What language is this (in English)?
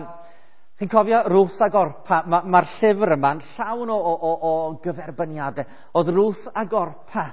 Welsh